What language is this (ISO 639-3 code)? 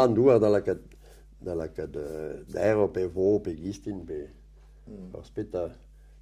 bre